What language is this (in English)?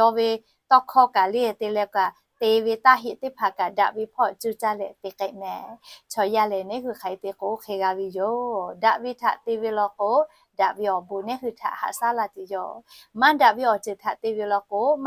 Lahu